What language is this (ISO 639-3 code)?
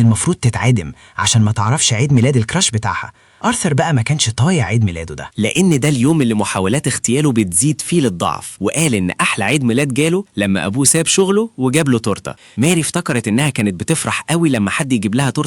arz